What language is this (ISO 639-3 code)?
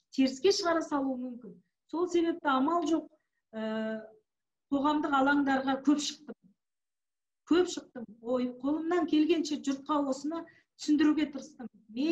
kaz